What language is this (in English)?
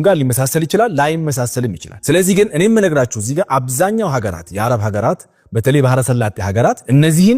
Amharic